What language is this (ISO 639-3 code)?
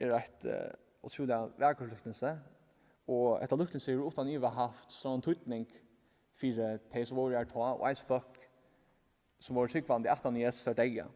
fao